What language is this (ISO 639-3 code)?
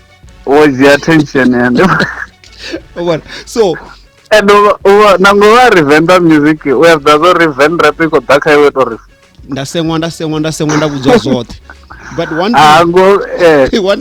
ven